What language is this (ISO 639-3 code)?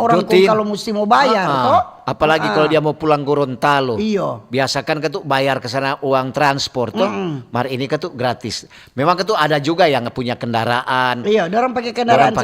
xmm